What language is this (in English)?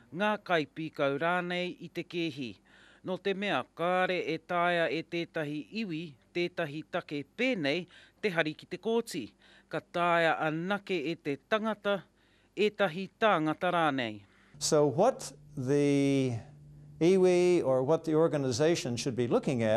Māori